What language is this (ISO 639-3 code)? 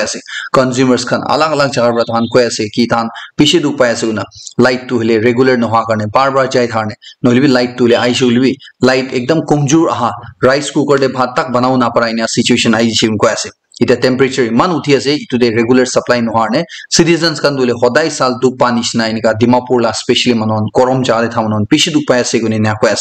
nag